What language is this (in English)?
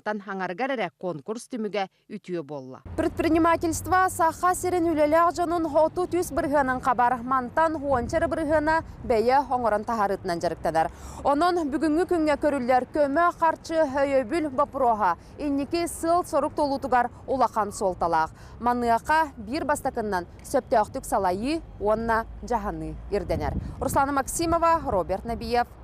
Yakut